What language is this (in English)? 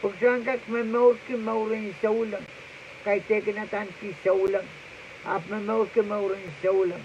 Pohnpeian